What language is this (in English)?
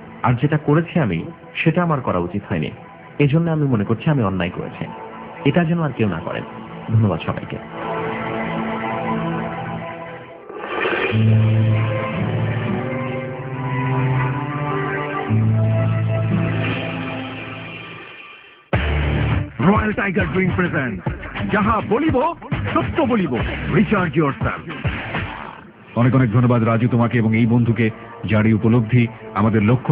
Bangla